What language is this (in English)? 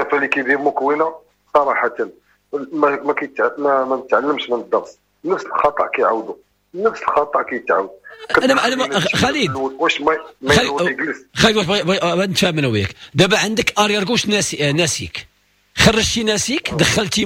Moroccan Arabic